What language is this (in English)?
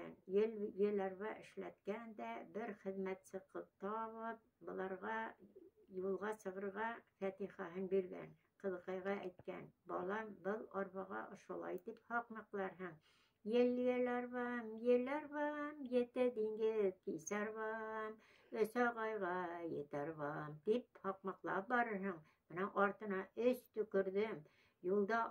Bashkir